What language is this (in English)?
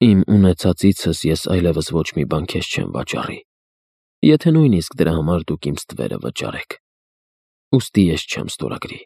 Armenian